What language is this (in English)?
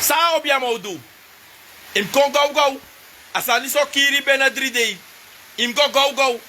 Sranan Tongo